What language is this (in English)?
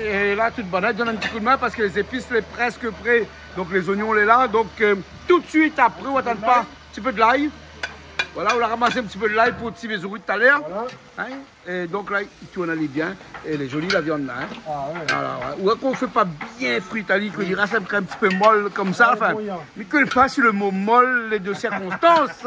Réunion Creole French